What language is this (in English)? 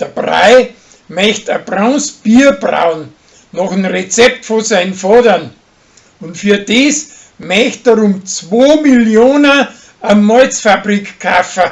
Bavarian